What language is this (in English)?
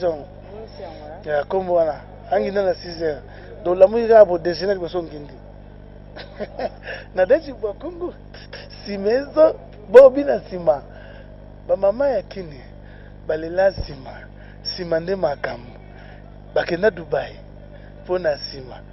Lingala